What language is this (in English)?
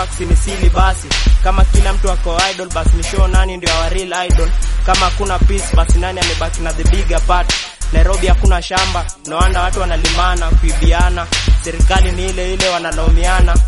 Swahili